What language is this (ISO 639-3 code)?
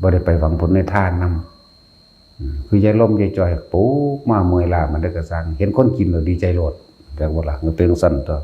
tts